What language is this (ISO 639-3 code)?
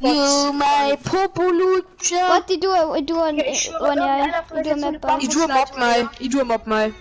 bar